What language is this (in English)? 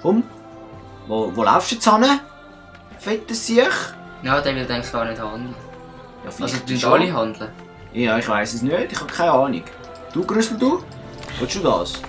Swiss German